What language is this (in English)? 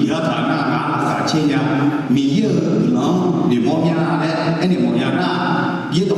Akha